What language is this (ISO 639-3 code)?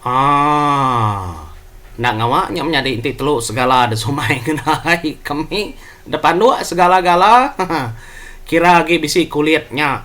iba